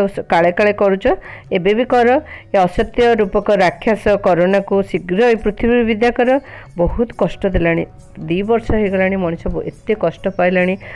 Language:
Odia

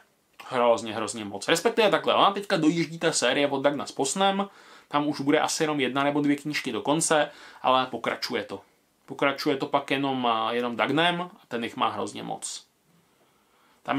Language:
Czech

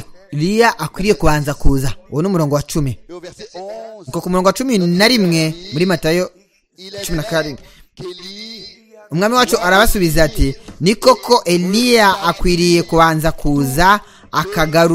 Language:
Kinyarwanda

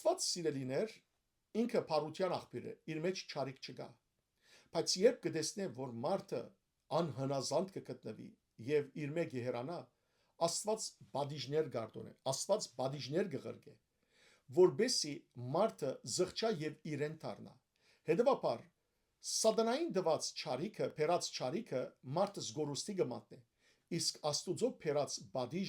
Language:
Western Armenian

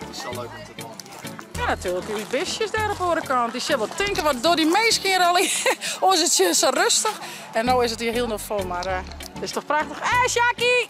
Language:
Western Frisian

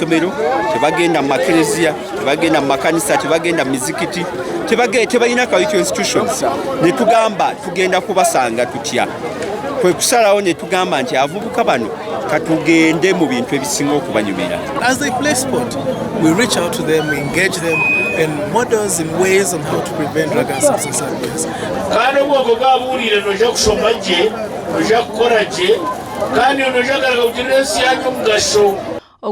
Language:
Nyankole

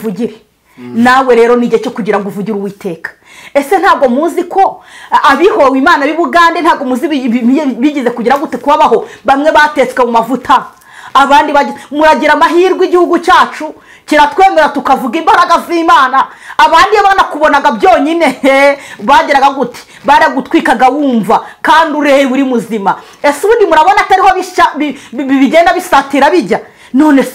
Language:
Kinyarwanda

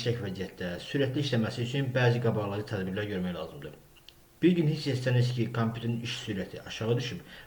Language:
Azerbaijani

